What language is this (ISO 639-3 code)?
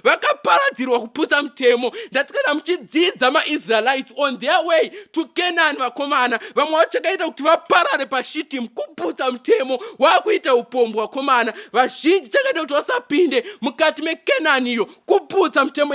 sna